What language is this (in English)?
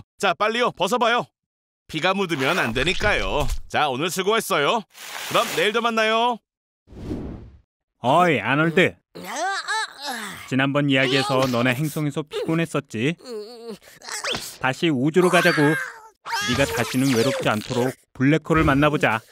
Korean